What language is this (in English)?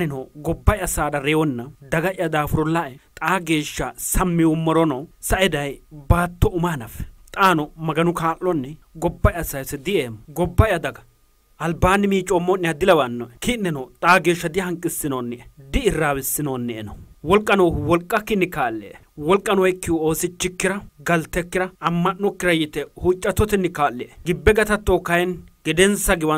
Sidamo